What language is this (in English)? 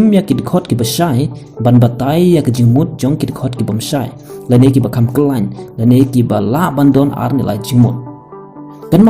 Khasi